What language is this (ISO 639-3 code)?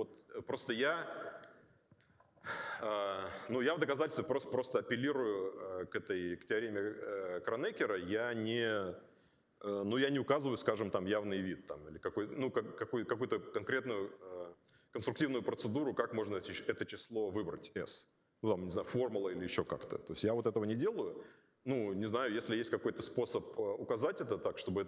rus